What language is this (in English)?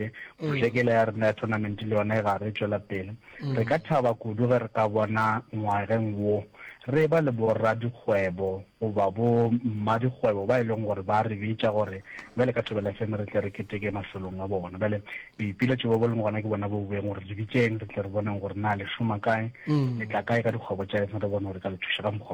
Northern Sotho